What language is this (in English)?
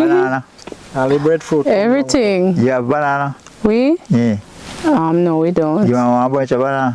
Jamaican Creole English